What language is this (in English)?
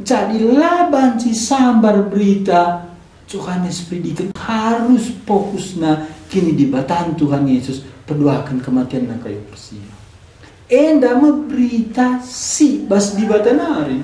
Batak Karo